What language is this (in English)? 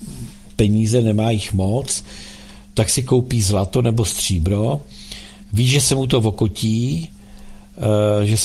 Czech